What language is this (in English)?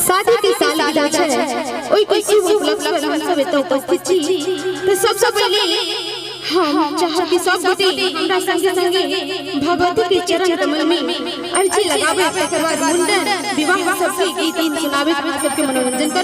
Maithili